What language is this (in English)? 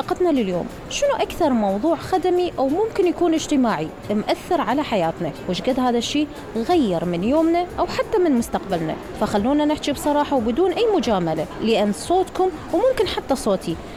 Mesopotamian Arabic